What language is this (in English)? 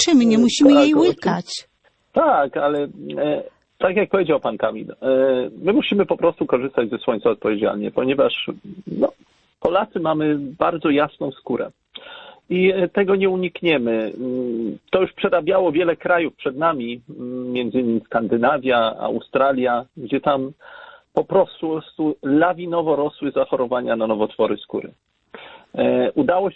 Polish